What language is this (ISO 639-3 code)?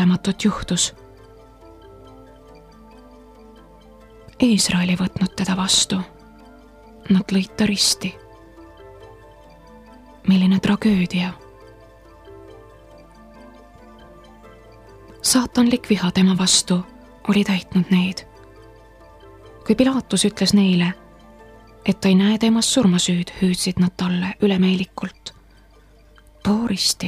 est